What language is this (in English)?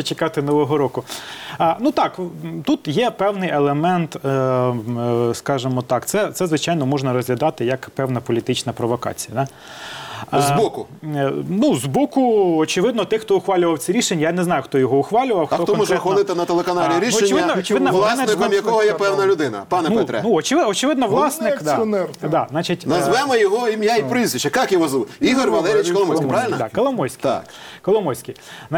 Ukrainian